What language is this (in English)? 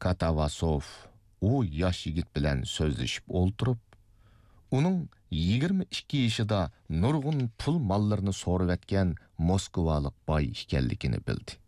Uyghur